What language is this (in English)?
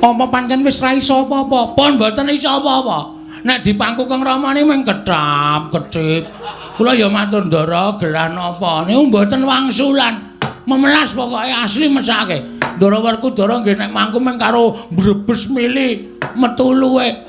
Javanese